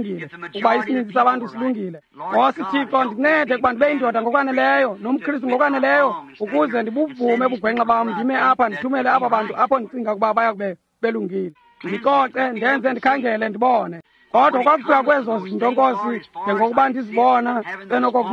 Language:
Xhosa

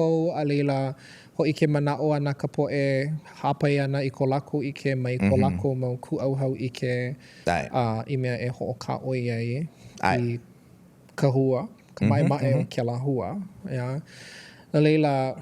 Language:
Hawaiian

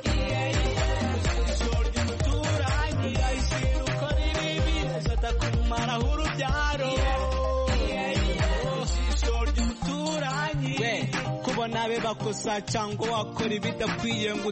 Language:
Kinyarwanda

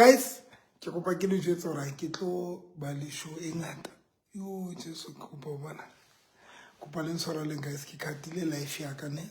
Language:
Southern Sotho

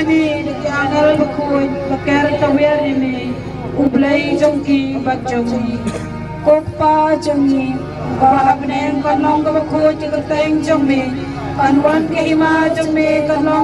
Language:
Khasi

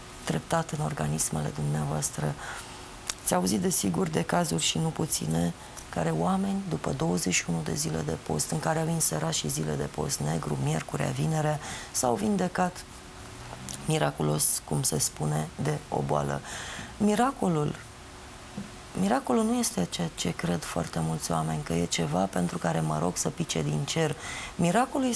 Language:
Romanian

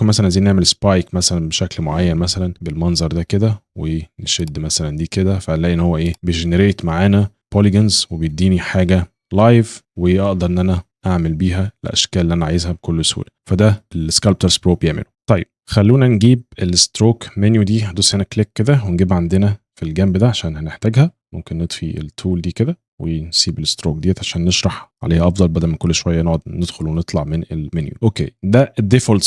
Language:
Egyptian Arabic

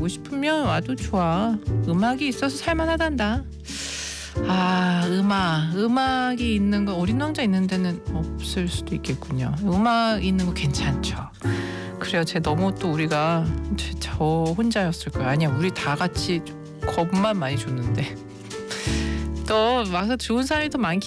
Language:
Korean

